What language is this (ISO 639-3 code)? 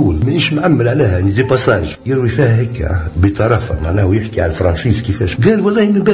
aeb